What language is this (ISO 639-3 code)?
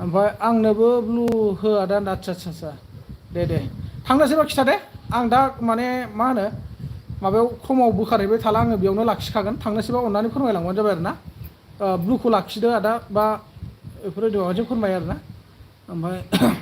brx